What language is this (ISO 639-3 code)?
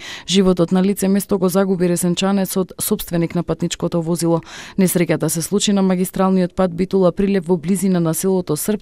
mkd